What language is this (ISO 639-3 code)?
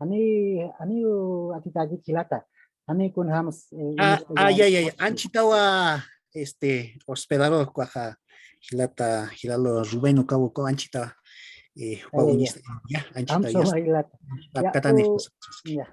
aym